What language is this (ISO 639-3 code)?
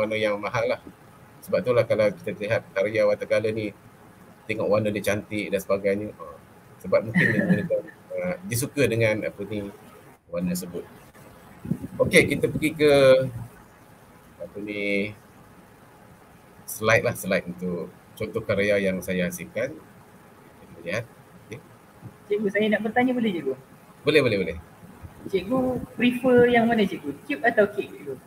msa